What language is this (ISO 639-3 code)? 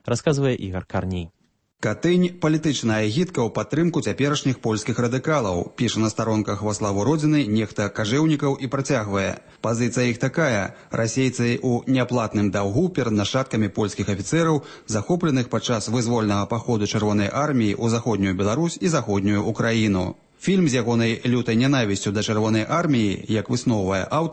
bel